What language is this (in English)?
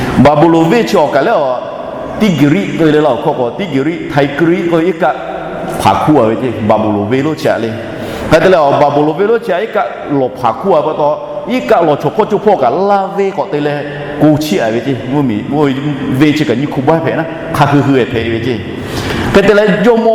Lahu